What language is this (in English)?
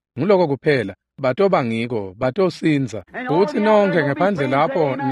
Swati